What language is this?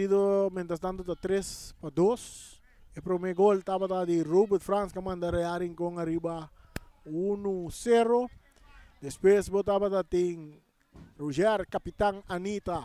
Papiamento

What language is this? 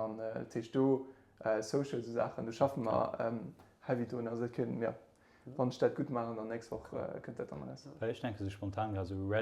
Luxembourgish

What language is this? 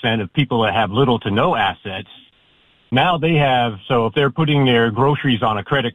English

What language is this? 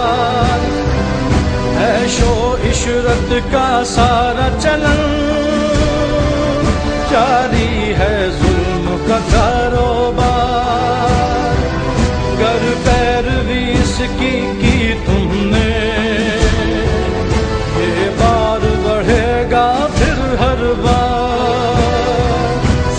Urdu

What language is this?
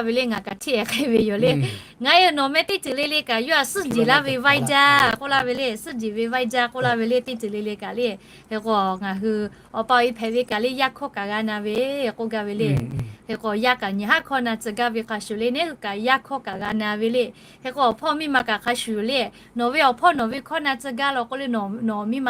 Lahu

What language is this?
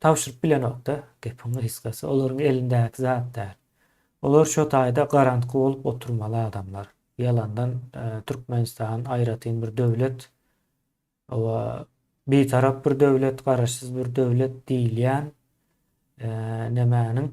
Turkmen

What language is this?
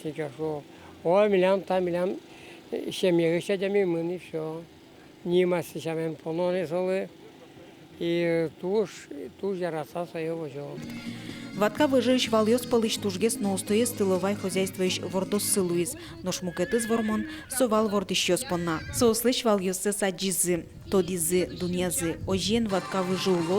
Udmurt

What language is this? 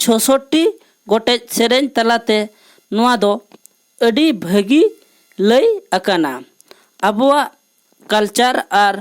Santali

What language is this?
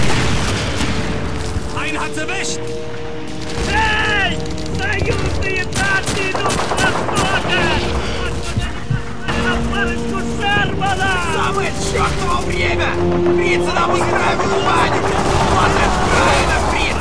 Russian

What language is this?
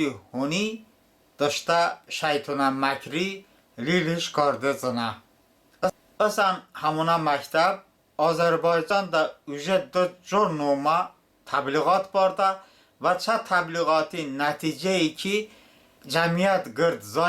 Talysh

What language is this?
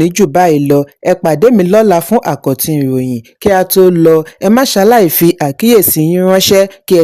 Yoruba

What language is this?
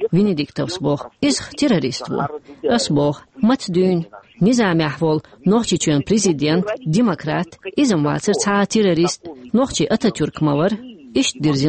Chechen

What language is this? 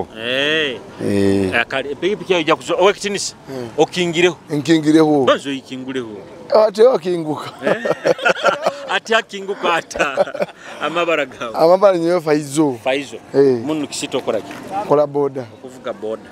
Nyoro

